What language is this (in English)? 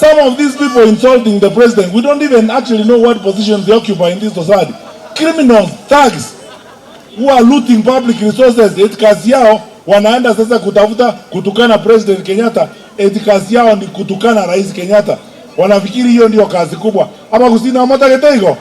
Gusii